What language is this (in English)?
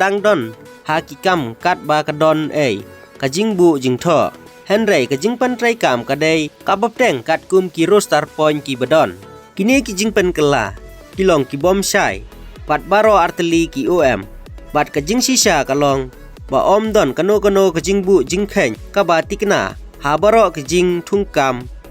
Khasi